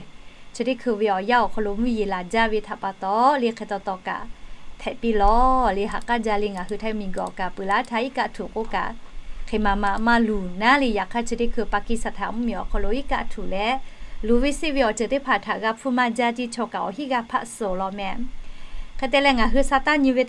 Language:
Lahu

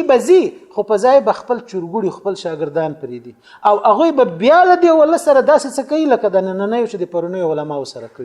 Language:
Pashto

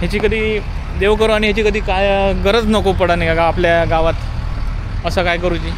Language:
Konkani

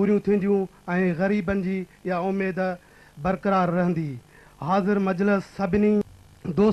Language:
Sindhi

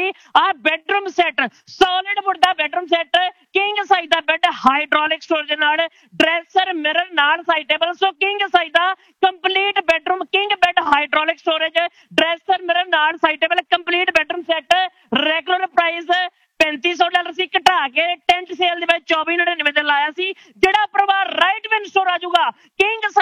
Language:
Punjabi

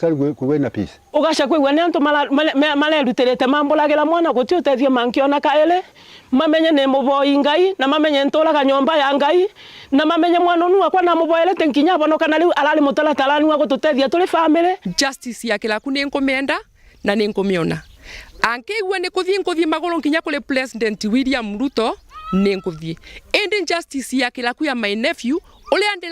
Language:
Meru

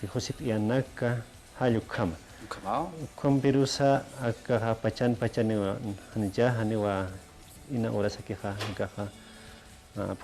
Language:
Aymara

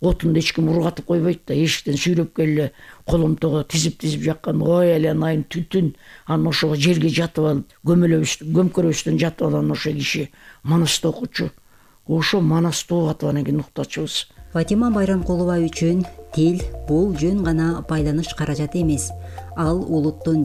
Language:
Kyrgyz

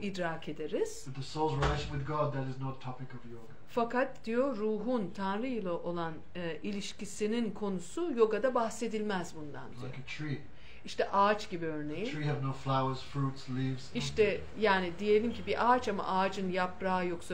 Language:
Turkish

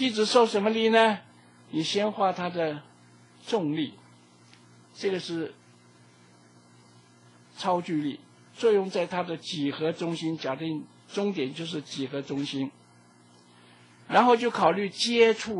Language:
Chinese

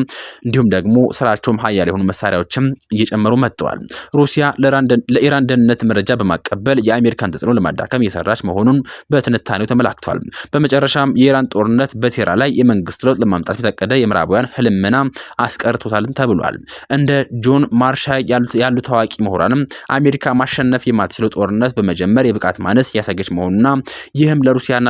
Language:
Amharic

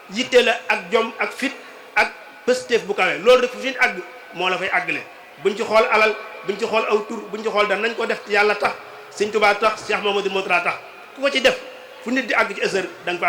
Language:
Wolof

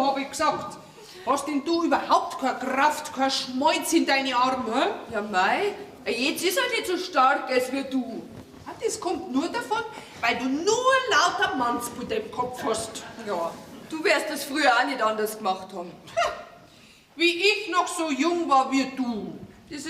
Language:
Bavarian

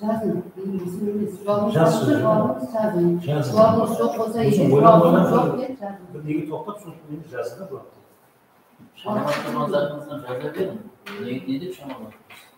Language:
Kara-Kalpak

